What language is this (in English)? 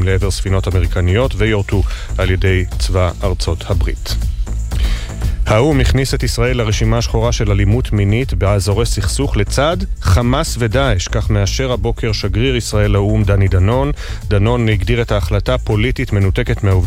Hebrew